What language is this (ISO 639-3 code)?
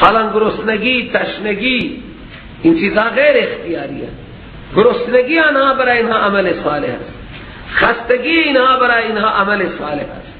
fas